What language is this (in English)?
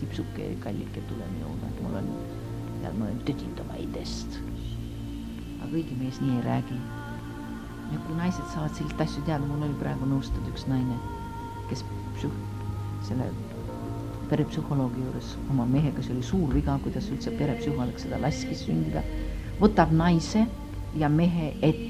Estonian